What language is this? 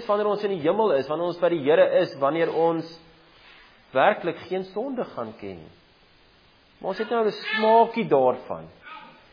Afrikaans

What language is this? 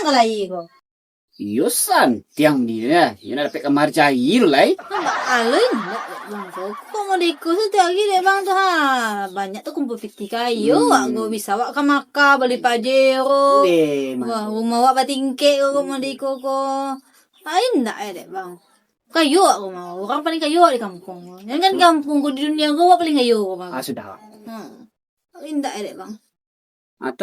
Minangkabau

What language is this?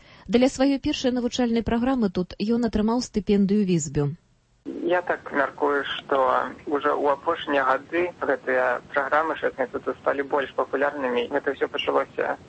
Belarusian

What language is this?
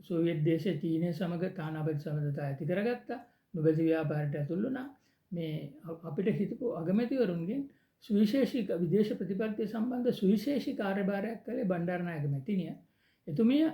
Sinhala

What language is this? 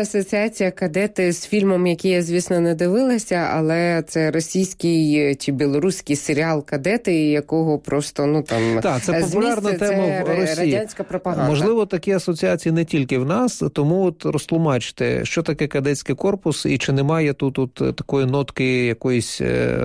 Ukrainian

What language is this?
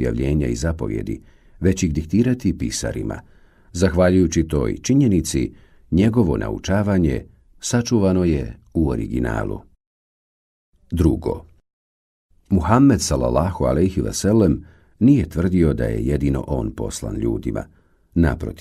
Bosnian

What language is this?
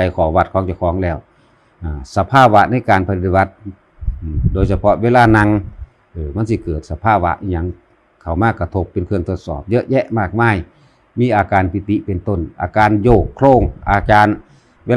Northeastern Thai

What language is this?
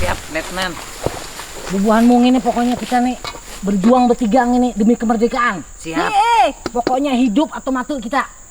Banjar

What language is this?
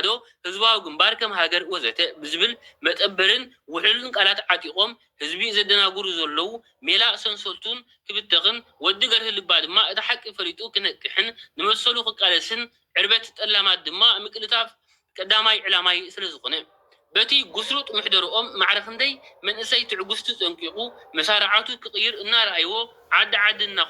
Tigrinya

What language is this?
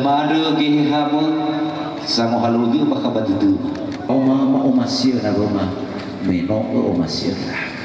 Nias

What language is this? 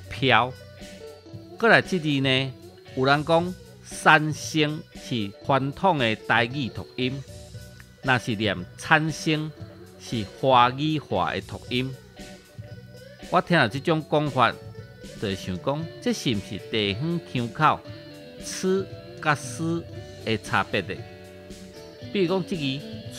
Min Nan Chinese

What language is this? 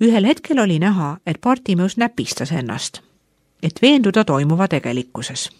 Estonian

